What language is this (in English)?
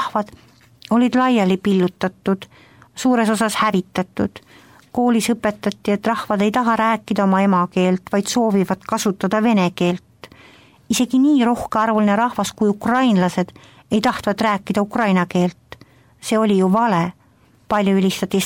Estonian